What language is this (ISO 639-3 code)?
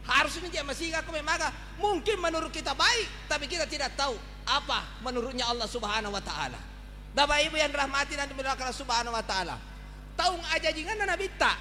bug